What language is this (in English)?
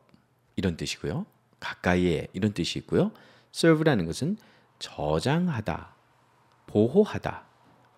Korean